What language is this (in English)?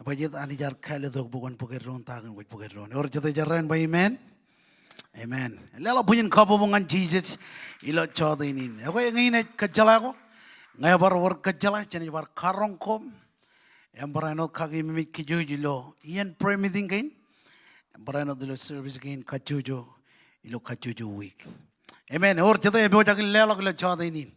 Marshallese